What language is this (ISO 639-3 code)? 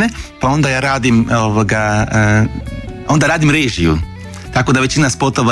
hrv